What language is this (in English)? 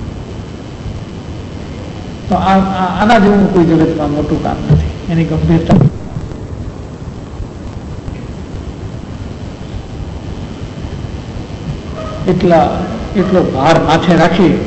Gujarati